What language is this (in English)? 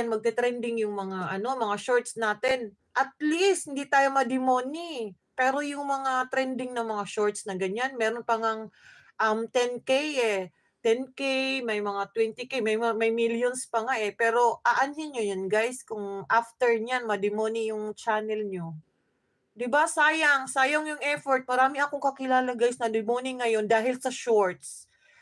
Filipino